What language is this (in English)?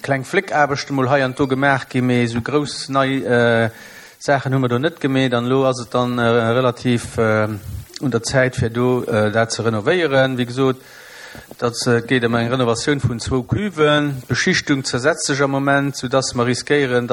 Luxembourgish